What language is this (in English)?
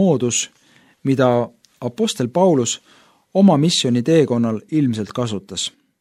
Estonian